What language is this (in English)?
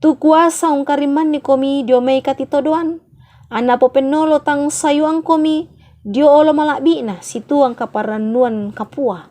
Toraja-Sa'dan